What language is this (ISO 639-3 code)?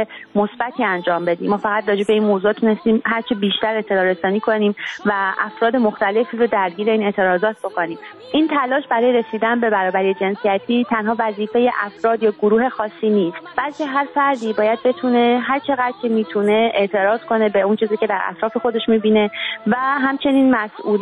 fas